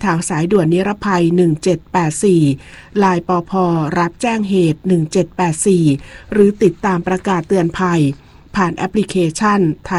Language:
Thai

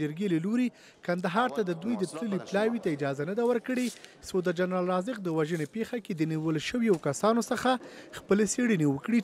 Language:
Pashto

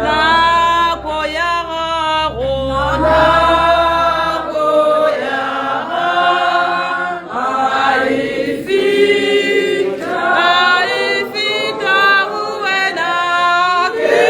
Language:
Tswana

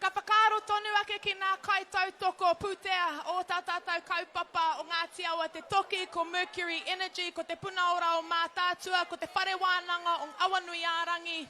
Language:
Māori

